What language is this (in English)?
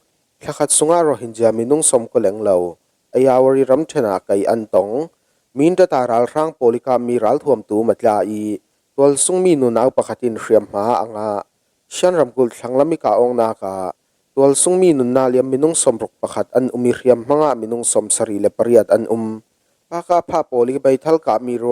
Falam Chin